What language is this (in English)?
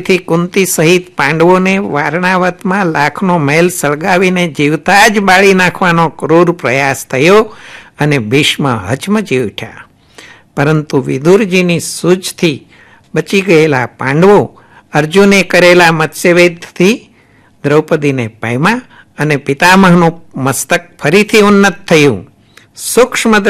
Gujarati